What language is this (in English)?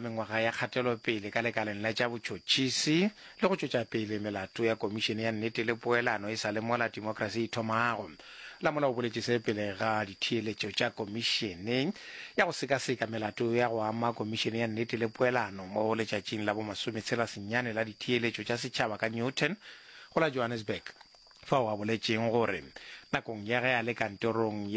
Northern Sotho